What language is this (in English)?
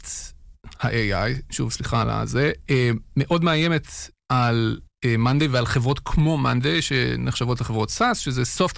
Hebrew